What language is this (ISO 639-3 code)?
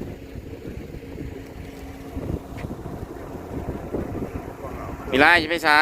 lao